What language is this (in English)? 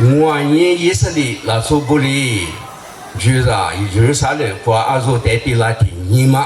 Lisu